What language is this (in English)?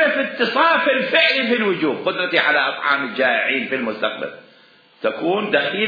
Mesopotamian Arabic